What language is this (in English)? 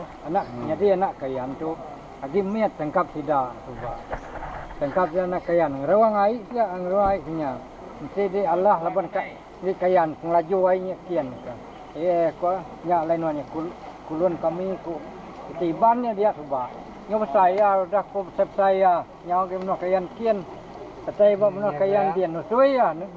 Iban